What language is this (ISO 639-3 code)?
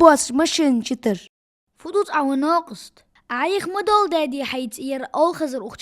inh